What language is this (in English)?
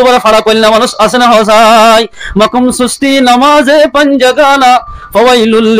Rohingya